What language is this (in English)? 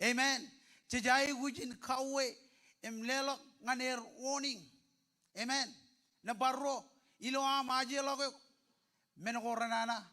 Marshallese